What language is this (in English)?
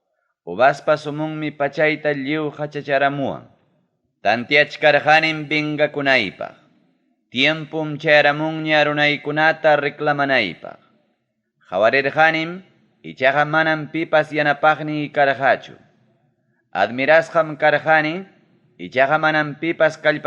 Ayacucho Quechua